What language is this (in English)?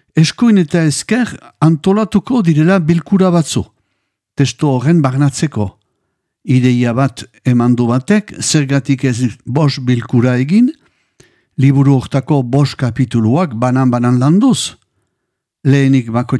Basque